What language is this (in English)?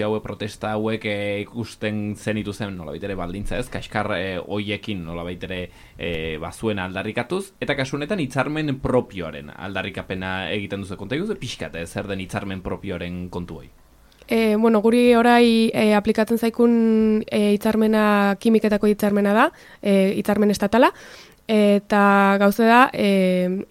Basque